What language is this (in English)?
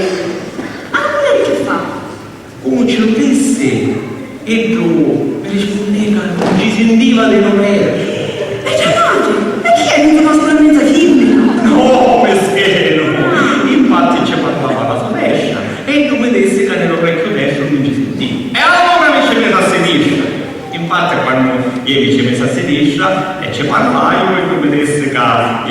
Sicilian